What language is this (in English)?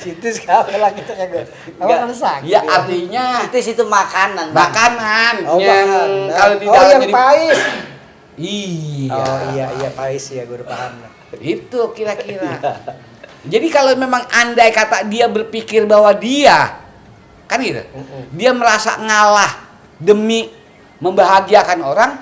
Betawi